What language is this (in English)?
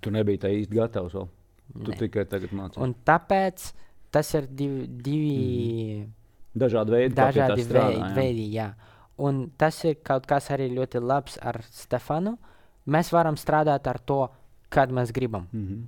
Latvian